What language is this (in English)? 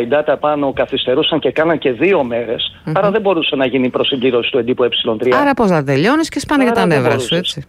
Greek